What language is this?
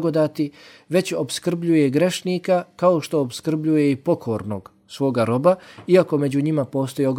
Bosnian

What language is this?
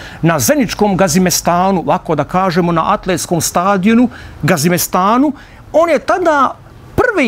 Bosnian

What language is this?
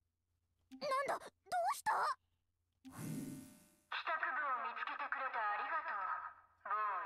Japanese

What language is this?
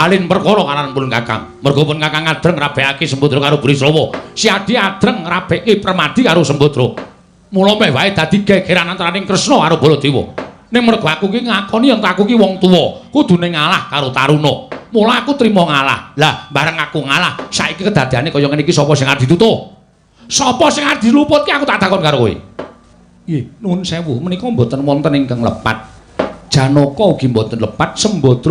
Javanese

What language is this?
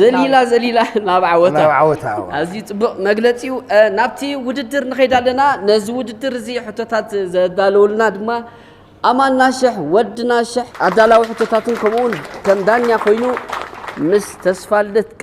Tigrinya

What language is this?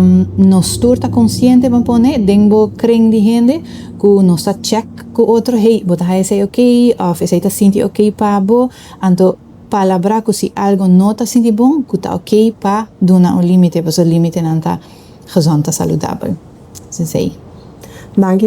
Papiamento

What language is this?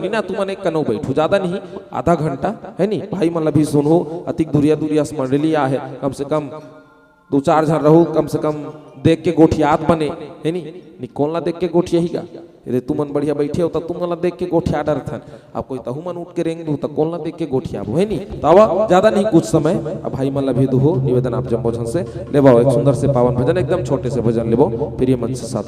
Chhattisgarhi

